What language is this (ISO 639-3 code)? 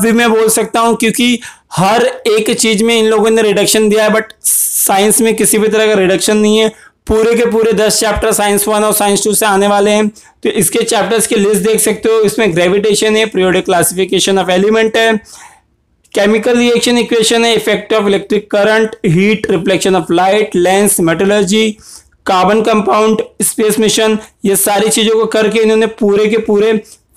hin